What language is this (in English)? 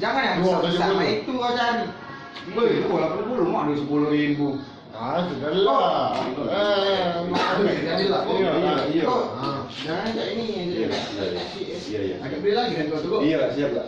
Musi